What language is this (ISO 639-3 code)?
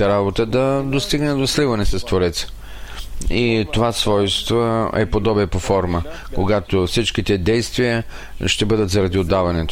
bul